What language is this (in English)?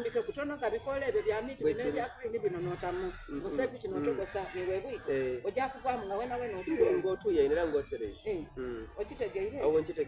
Soga